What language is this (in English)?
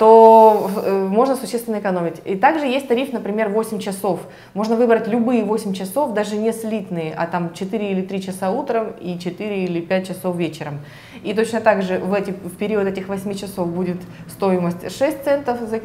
Russian